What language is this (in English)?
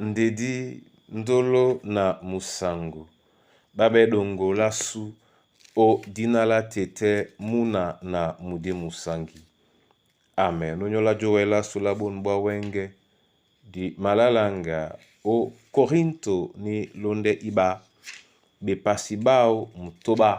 Duala